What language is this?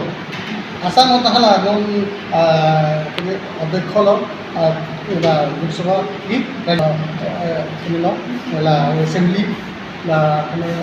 Karbi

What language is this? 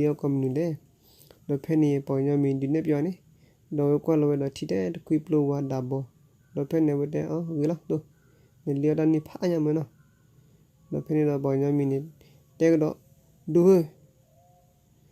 S'gaw Karen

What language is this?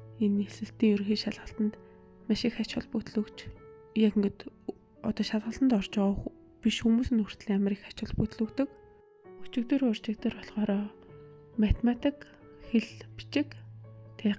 Mongolian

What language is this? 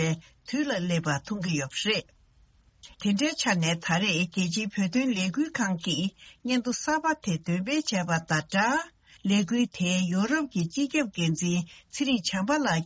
Tibetan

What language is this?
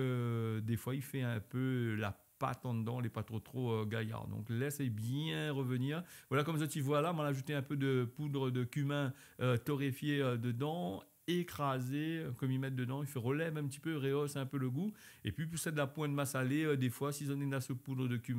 Réunion Creole French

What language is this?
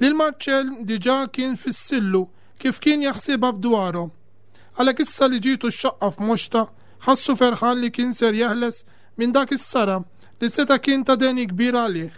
Maltese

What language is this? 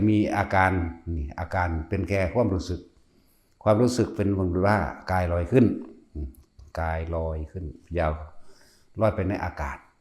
Lao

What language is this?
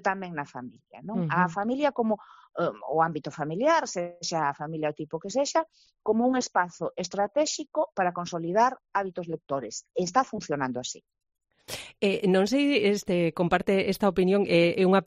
Galician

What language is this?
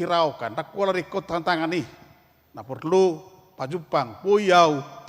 Batak Toba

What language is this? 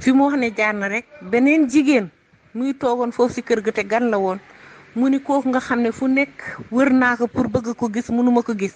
Wolof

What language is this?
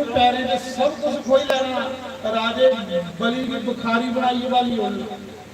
Dogri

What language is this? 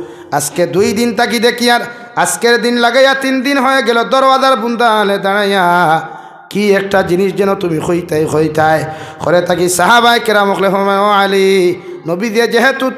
Sylheti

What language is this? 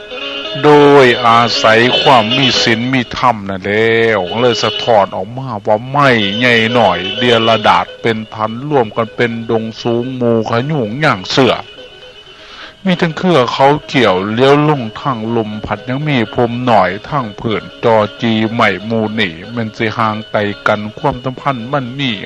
Thai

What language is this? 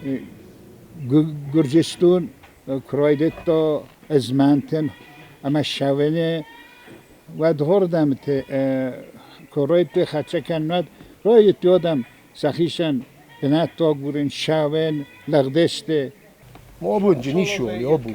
Ossetic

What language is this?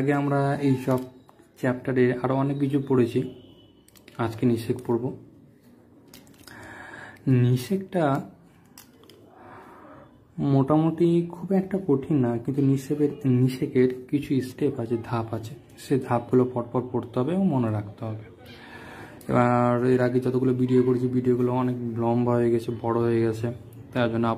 Bangla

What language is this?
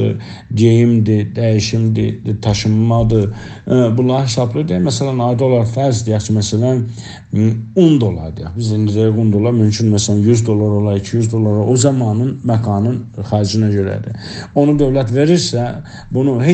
South Azerbaijani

